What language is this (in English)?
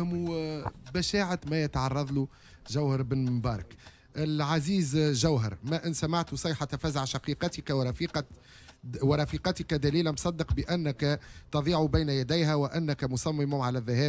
Tunisian Arabic